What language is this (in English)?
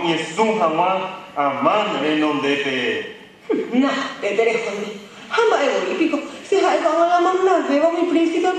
Guarani